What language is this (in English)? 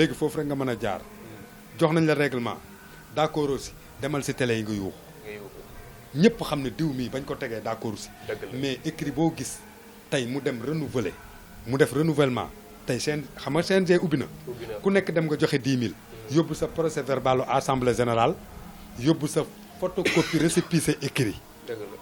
Wolof